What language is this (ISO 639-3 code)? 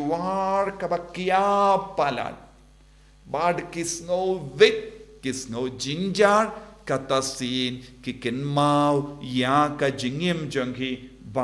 kha